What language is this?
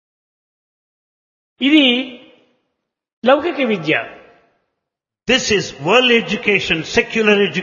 Telugu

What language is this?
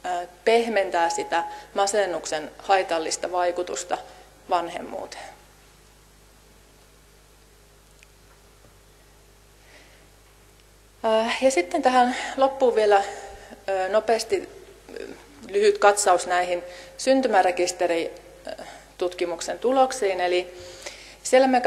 Finnish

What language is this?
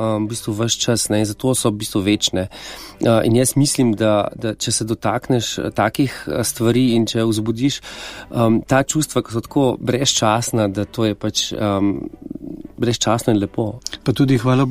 Slovenian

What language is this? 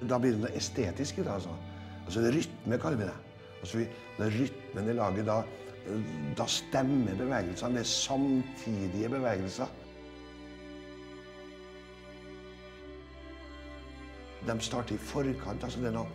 Norwegian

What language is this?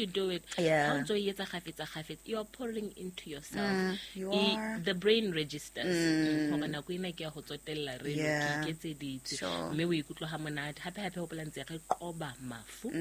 Southern Sotho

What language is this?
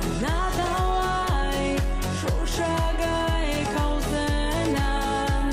Ossetic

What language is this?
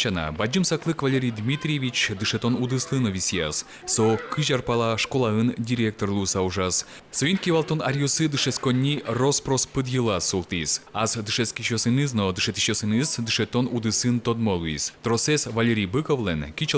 Udmurt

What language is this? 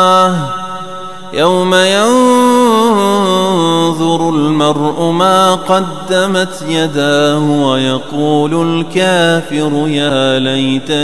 Arabic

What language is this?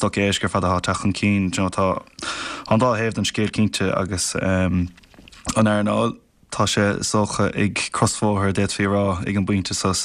Irish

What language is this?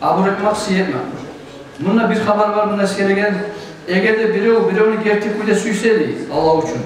Kumyk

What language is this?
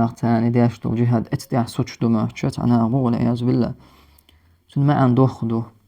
Chechen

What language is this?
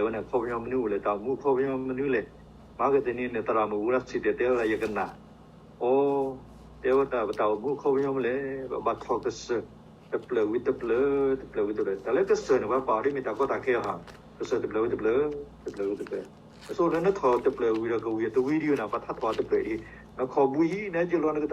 S'gaw Karen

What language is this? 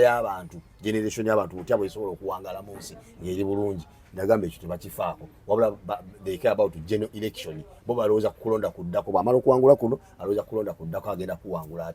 Ganda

